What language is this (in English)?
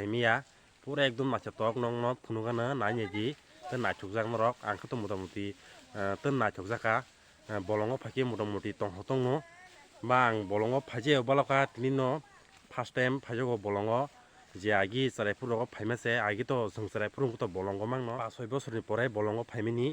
Kok Borok